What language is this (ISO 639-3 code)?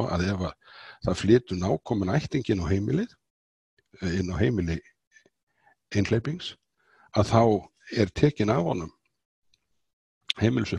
isl